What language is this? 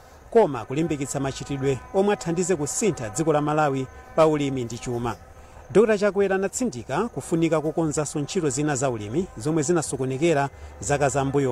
Nyanja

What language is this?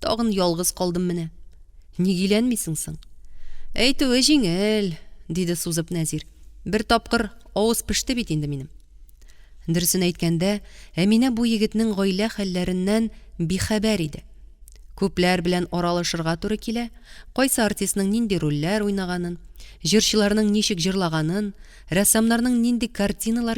Tatar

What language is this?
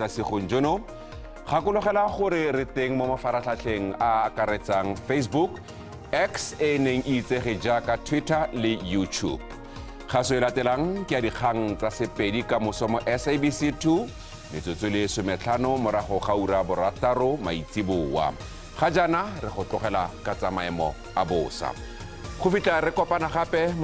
Tswana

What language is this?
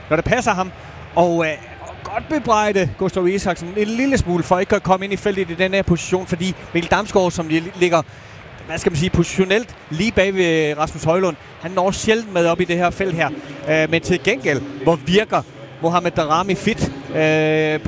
Danish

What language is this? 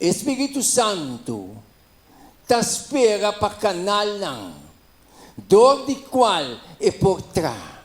Papiamento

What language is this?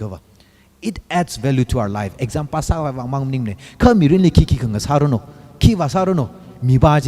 Tangkhul Naga (India)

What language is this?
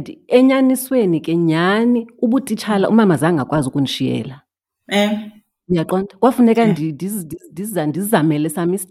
Xhosa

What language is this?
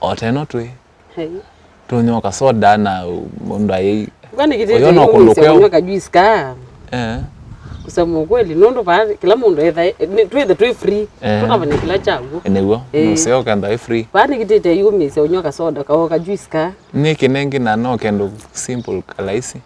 Kamba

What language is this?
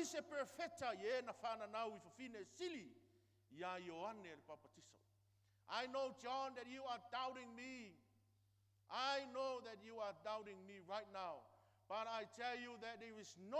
Samoan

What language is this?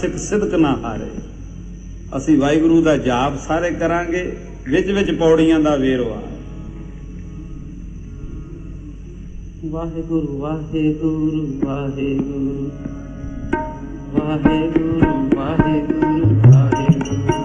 Punjabi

